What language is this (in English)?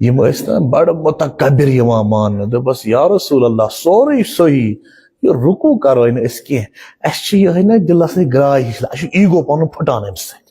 Kashmiri